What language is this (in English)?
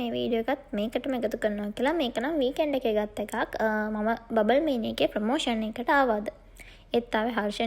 Sinhala